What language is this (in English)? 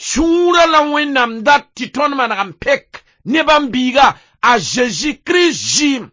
Mossi